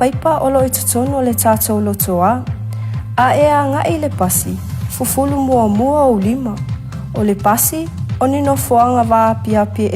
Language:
Samoan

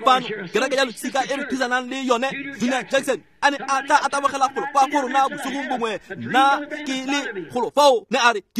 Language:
Tswana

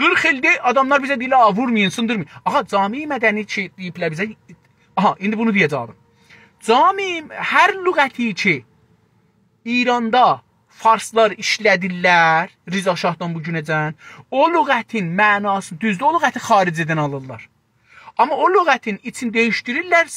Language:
South Azerbaijani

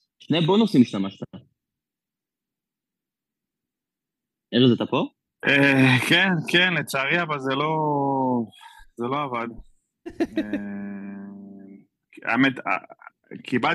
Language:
Hebrew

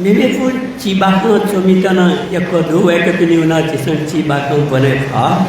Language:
Newari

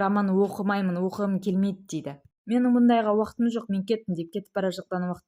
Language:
Kazakh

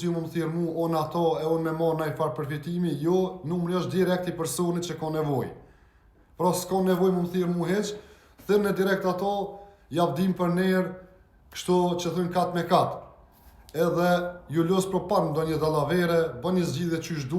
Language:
Albanian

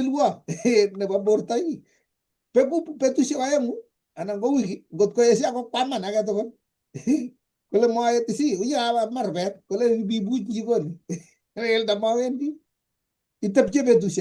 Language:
Kalenjin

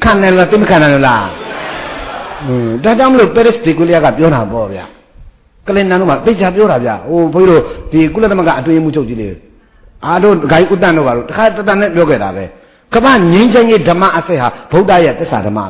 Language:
Burmese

